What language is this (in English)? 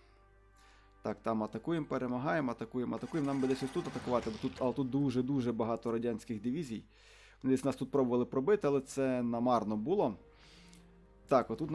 Ukrainian